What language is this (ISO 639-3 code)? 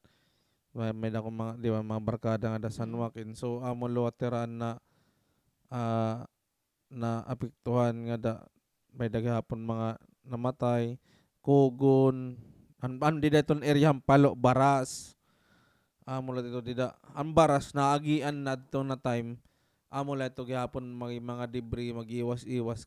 war